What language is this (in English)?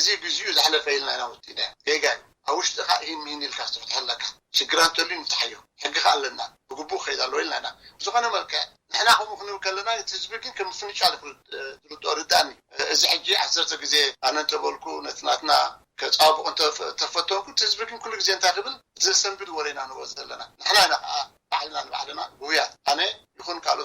Tigrinya